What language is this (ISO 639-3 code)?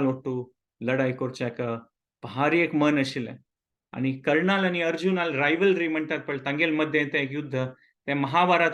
kok